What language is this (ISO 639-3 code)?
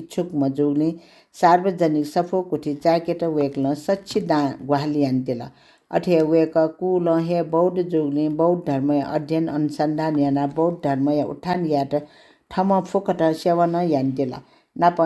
new